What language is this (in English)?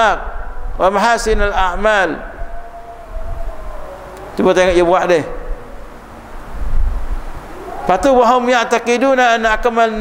Malay